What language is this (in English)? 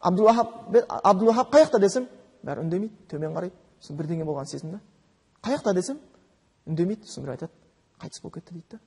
Kazakh